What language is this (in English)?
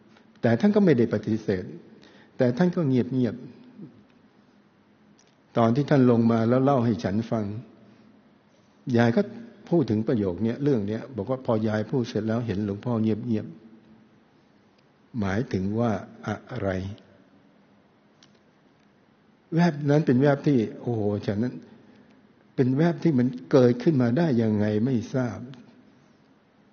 Thai